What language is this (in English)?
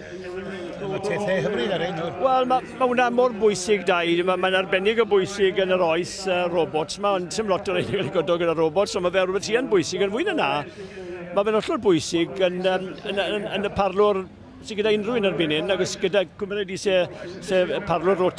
Welsh